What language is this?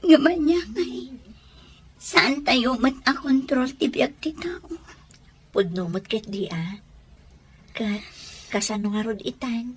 Iloko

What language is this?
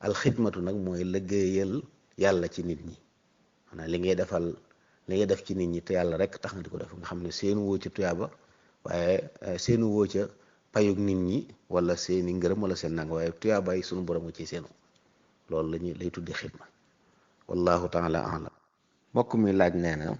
Wolof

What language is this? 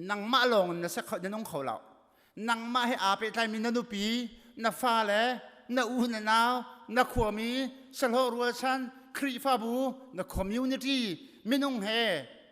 Hakha Chin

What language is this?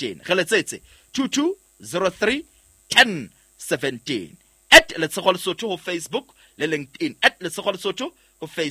Southern Sotho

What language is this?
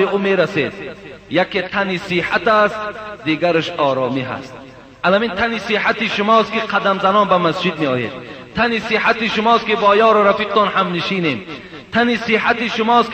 Persian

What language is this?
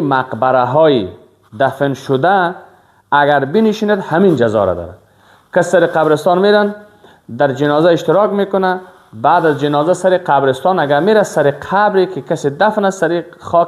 Persian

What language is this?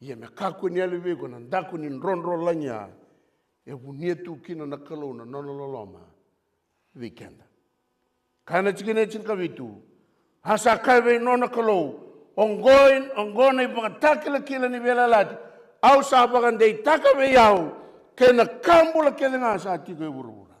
Fijian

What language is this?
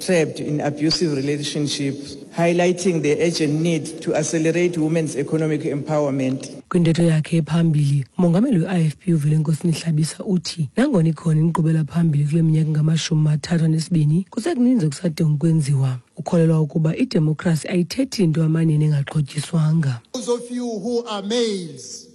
Xhosa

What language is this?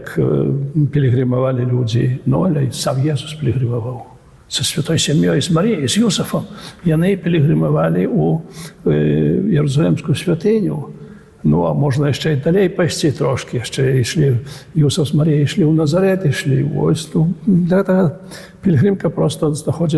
Belarusian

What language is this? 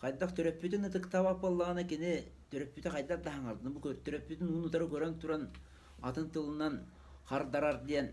Yakut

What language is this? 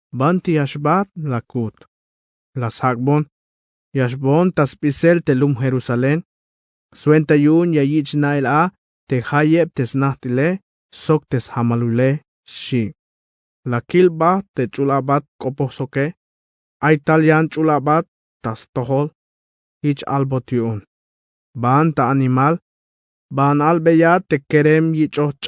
Tzeltal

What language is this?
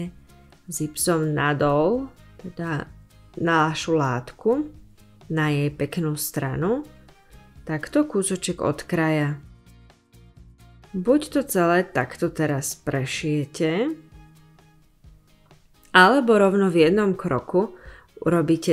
Slovak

